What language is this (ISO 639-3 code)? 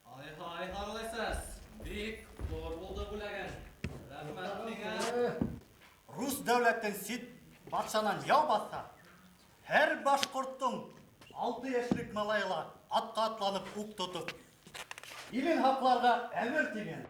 bak